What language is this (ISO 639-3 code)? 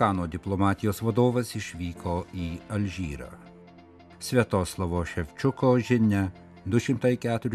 lit